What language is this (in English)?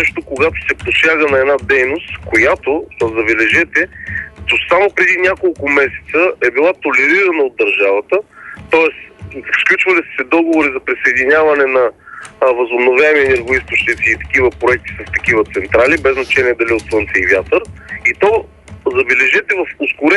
Bulgarian